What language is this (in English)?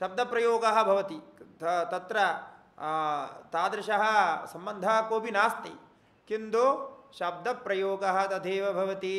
Sanskrit